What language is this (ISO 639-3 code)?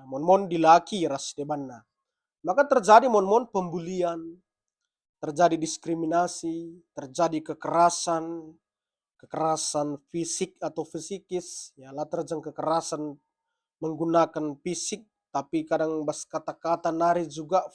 btx